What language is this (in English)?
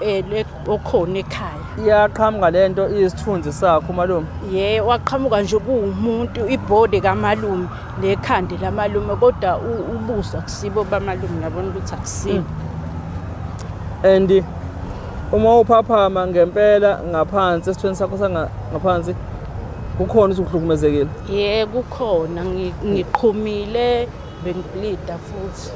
Zulu